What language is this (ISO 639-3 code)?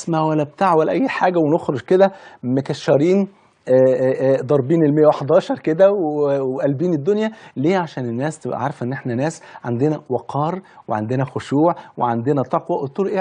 arz